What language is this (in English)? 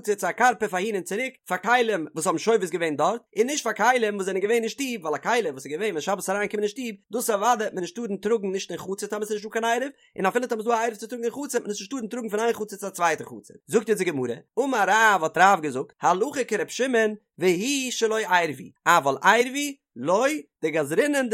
Yiddish